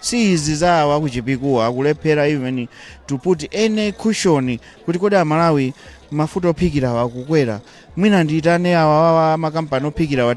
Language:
Nyanja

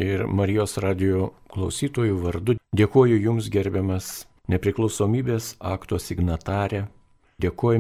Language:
Lithuanian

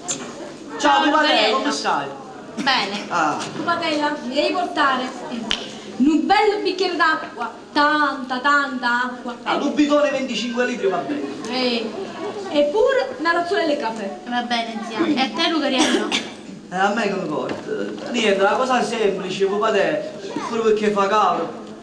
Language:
Neapolitan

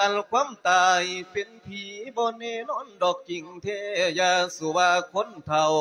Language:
Lao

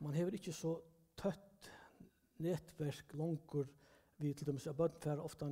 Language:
Faroese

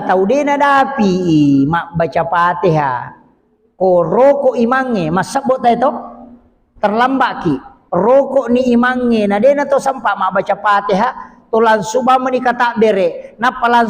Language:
Buginese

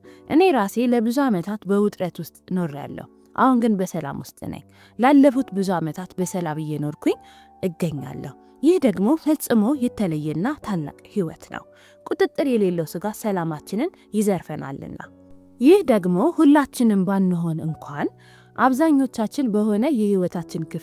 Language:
Amharic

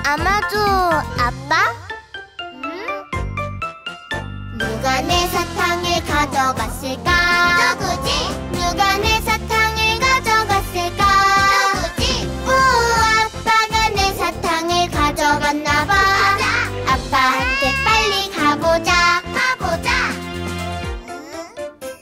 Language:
Korean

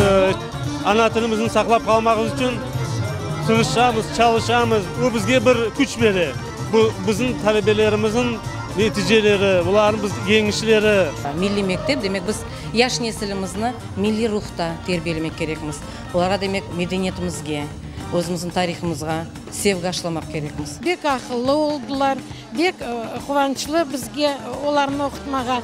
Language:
Crimean Tatar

